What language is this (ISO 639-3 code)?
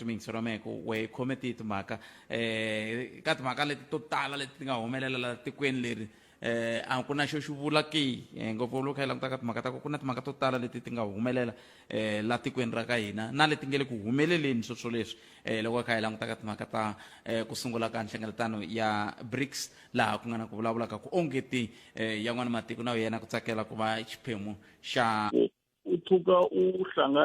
tso